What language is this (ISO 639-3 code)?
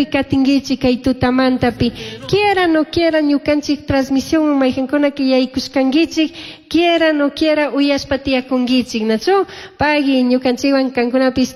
qug